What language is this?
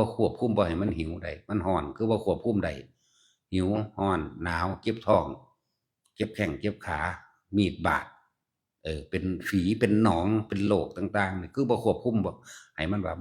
Northeastern Thai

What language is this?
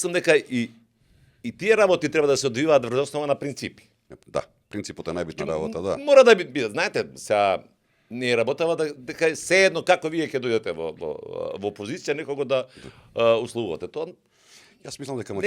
Macedonian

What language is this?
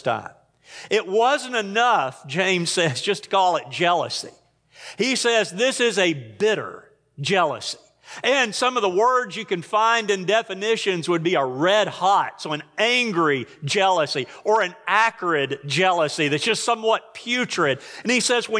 English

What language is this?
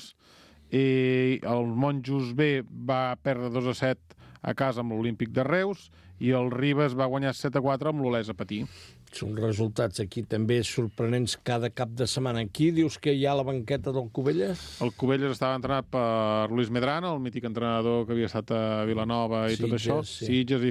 Catalan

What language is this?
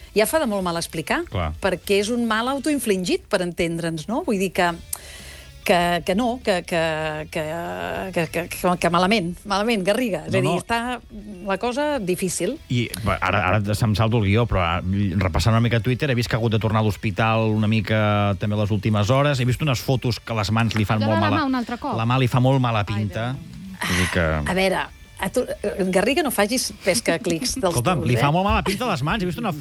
Catalan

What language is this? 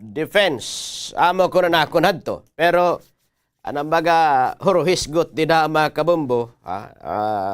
Waray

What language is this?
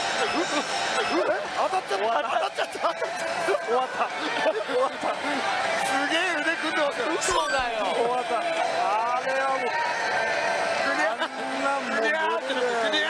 Japanese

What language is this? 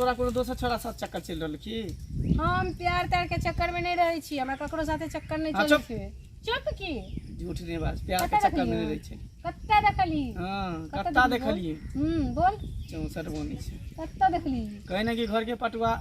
Maithili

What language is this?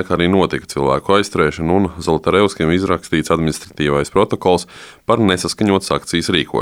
Latvian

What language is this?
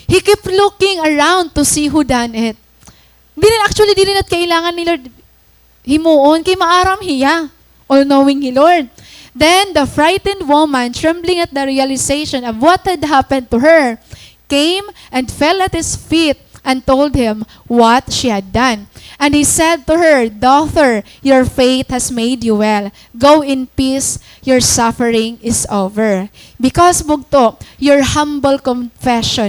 Waray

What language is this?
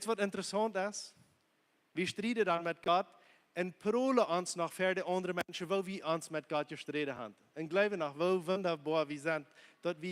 Plautdietsch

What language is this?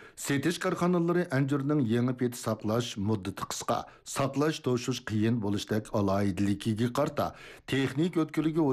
Uyghur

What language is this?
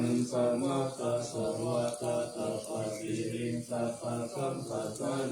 Pali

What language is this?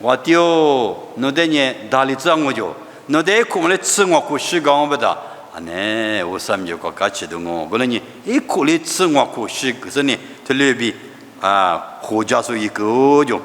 Lisu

